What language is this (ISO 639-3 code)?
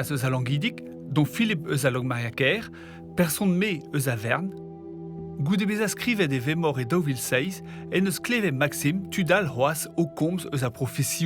bre